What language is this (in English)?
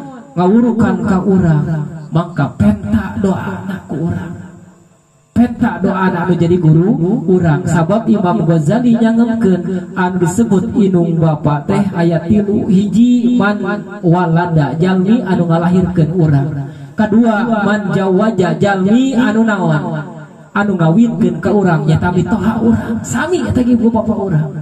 Sundanese